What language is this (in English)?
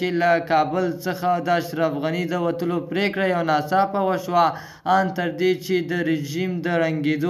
Pashto